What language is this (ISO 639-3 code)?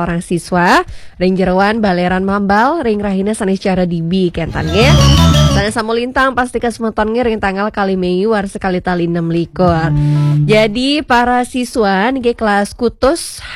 ban